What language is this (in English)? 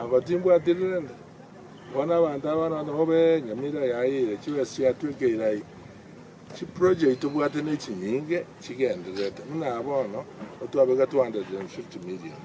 Gusii